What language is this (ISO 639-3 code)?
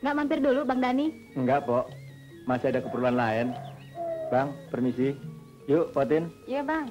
bew